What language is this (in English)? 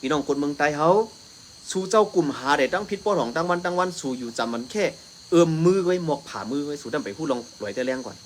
Shan